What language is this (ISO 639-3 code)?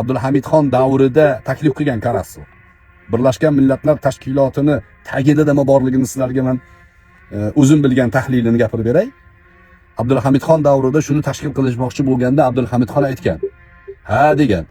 uzb